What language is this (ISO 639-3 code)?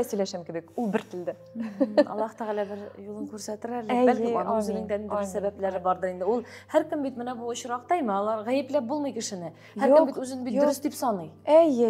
tat